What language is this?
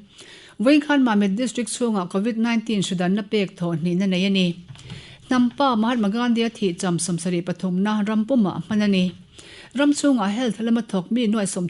Mizo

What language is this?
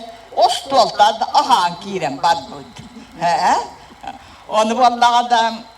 Yakut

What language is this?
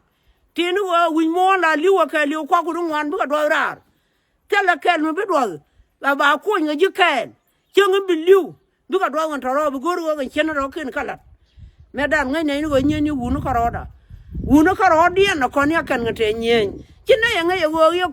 Nuer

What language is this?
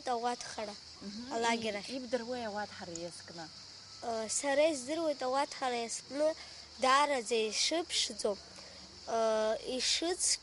Abkhazian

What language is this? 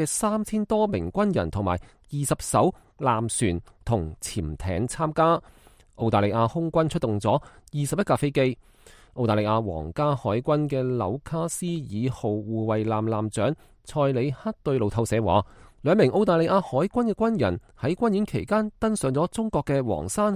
Cantonese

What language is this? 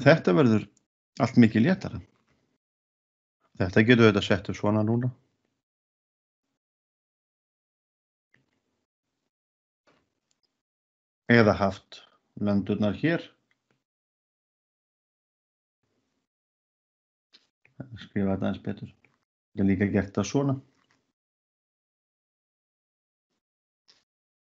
Icelandic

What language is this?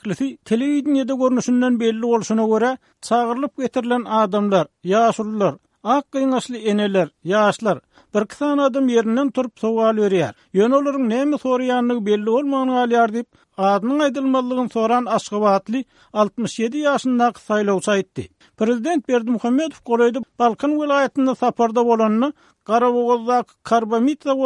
Turkmen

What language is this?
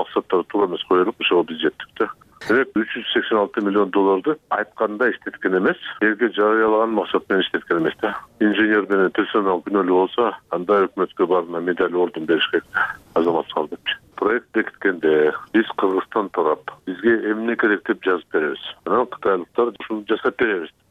Kyrgyz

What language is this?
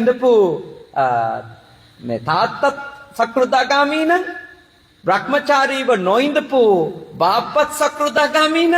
Sinhala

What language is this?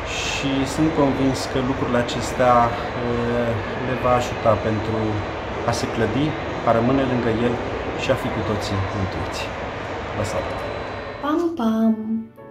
Romanian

